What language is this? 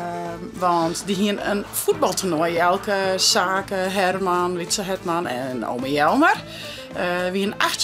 Western Frisian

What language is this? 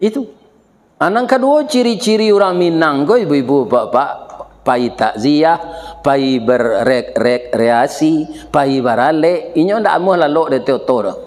Minangkabau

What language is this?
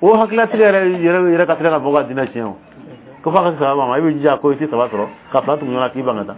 Dyula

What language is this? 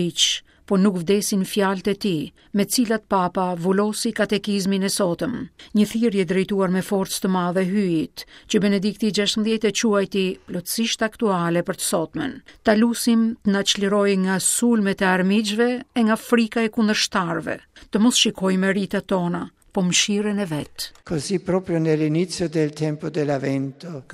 Albanian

